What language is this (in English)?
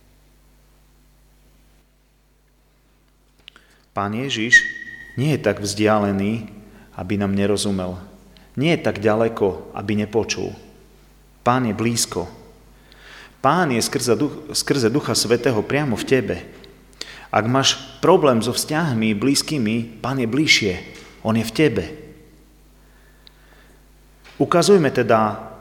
Slovak